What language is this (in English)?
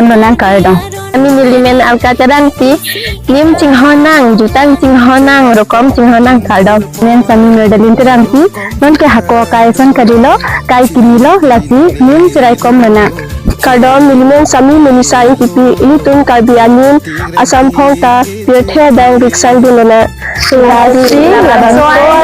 Karbi